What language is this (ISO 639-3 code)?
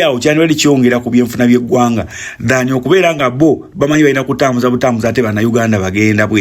lug